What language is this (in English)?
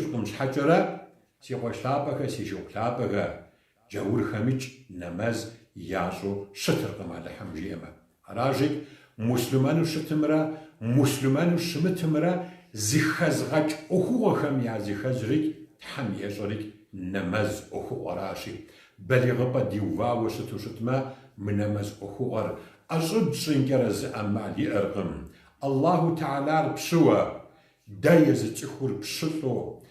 Kabardian